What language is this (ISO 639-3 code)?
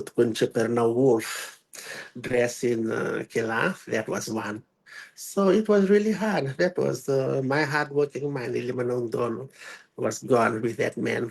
fij